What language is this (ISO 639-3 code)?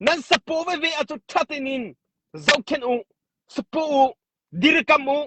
cnh